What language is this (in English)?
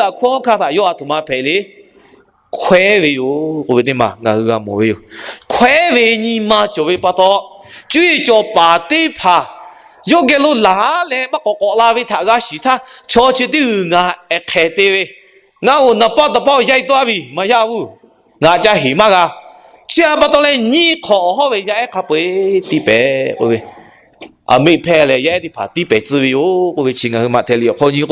Lahu